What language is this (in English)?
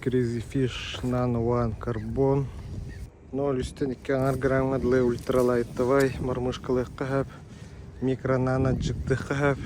Yakut